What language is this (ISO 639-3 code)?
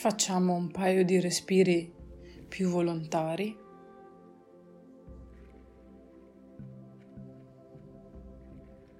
ita